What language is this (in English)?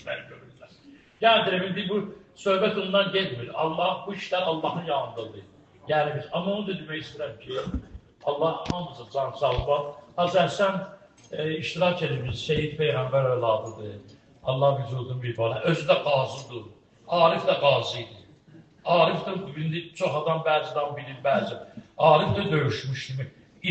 Azerbaijani